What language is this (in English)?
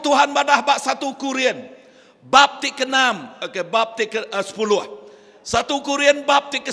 Iban